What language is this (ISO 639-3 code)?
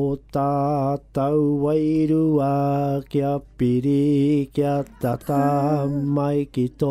mri